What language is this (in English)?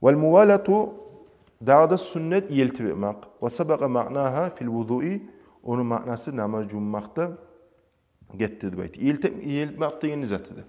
Kumyk